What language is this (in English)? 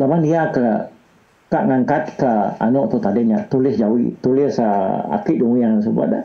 Iban